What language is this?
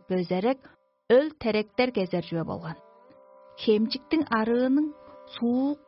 Tuvinian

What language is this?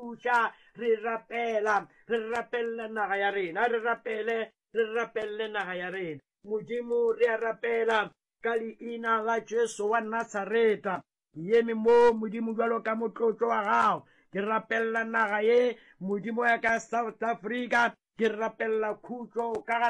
Northern Sotho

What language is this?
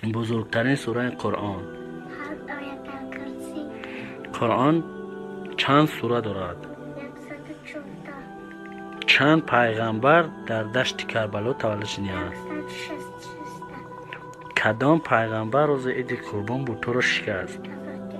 Tajik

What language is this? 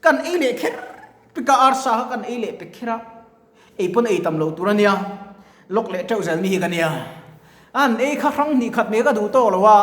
Mizo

